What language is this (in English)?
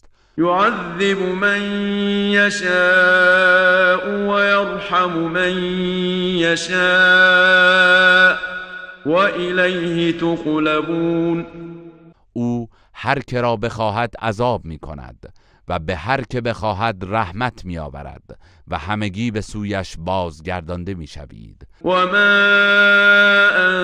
Persian